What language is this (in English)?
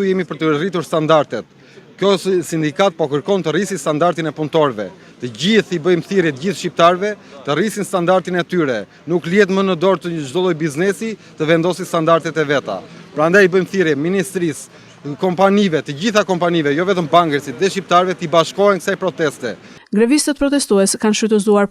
Albanian